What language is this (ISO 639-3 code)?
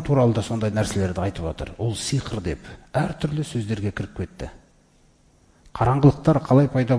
kaz